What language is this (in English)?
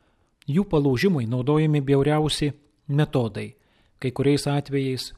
Lithuanian